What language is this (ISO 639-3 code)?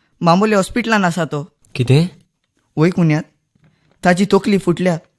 kok